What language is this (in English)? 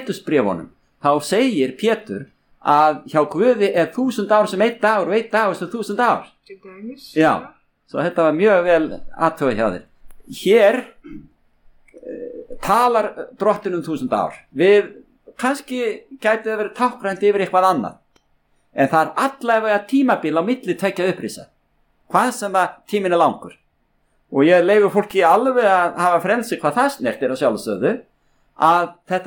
Icelandic